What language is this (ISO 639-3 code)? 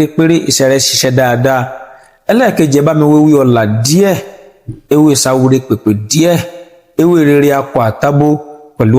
yor